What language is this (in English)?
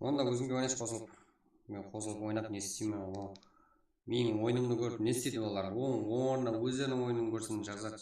Kara-Kalpak